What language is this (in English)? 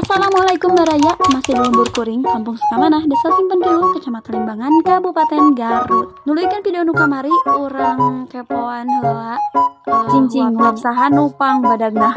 Sundanese